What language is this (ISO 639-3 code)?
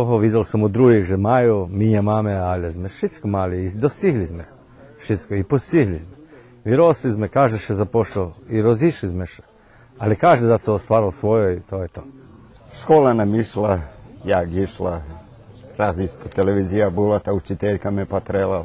rue